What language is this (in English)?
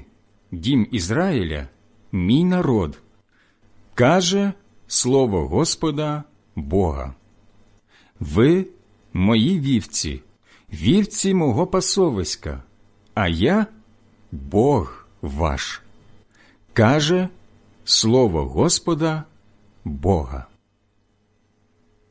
Ukrainian